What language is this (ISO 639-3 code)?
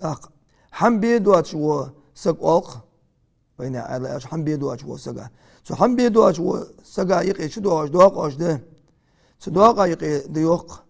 inh